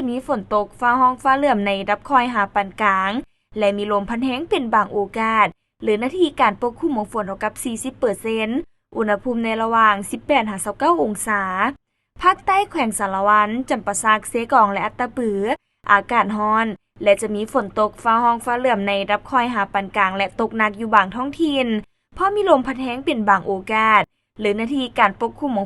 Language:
Lao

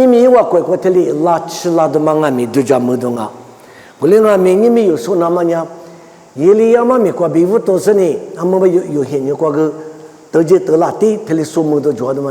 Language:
Lisu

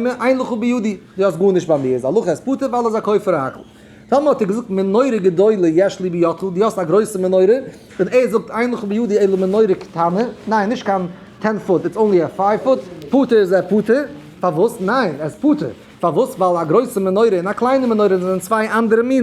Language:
Yiddish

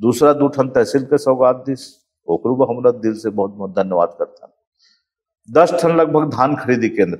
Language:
Chhattisgarhi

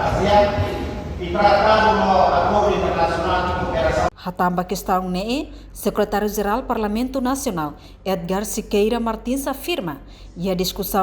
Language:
Tetum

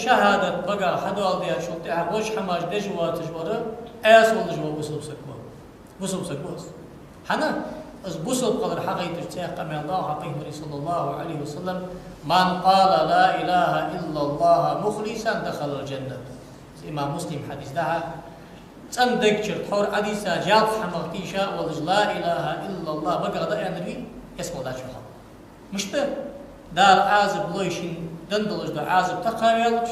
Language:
Ingush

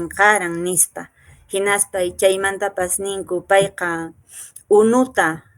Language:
Quechua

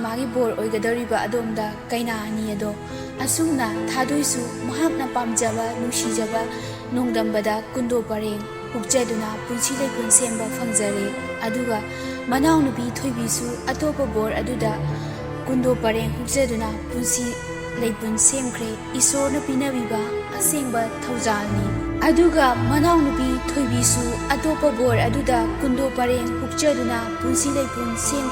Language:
Manipuri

